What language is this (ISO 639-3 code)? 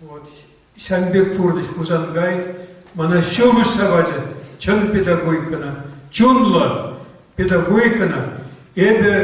chv